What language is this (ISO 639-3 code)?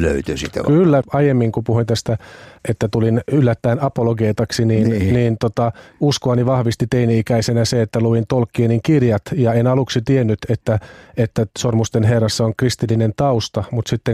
fin